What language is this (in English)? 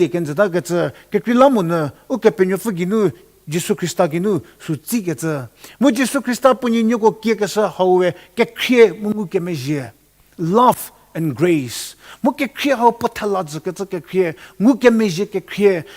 Angami Naga